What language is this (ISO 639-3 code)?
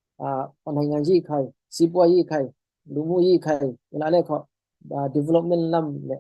cfm